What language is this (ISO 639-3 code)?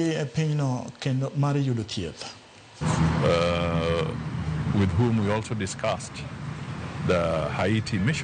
luo